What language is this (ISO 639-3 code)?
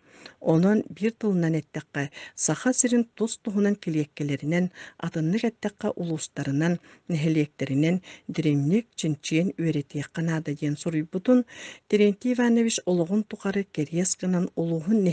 sah